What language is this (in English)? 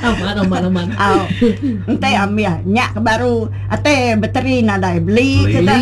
Iban